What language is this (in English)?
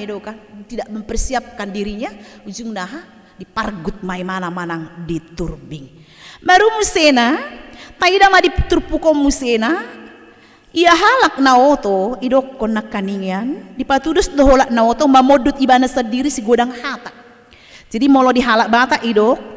Batak Toba